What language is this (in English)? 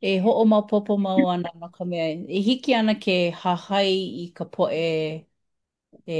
Hawaiian